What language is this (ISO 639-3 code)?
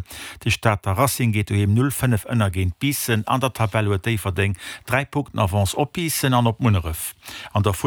ltz